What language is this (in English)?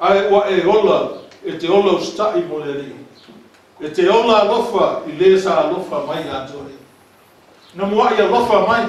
Samoan